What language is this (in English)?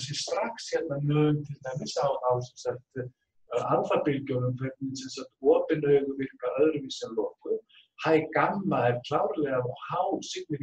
Icelandic